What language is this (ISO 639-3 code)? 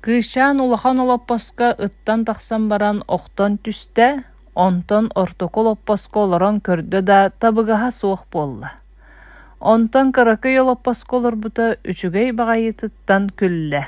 sah